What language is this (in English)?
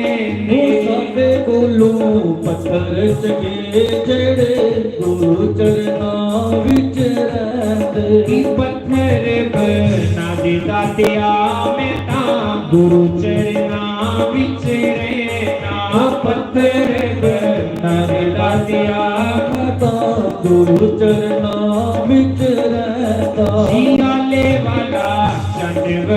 Dogri